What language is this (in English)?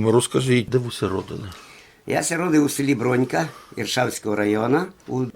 Rusyn